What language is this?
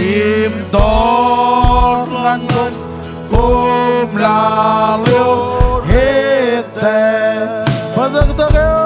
Marshallese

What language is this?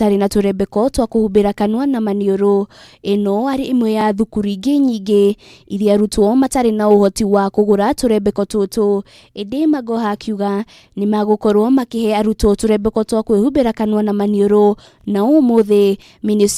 Kikuyu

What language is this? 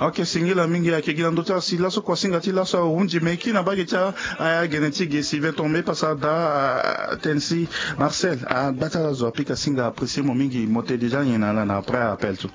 Sango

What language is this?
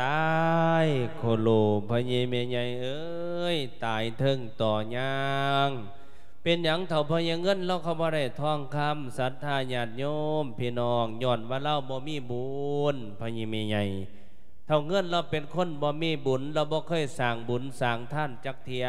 Lao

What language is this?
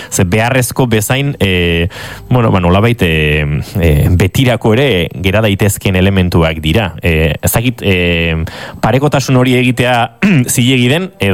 Basque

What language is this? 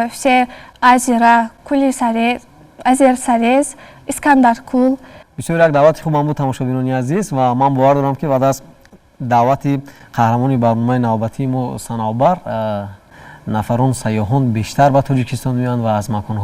Tajik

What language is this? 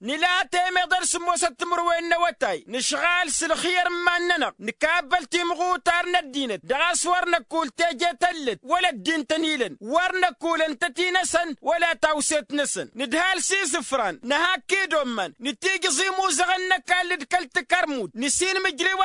Tamasheq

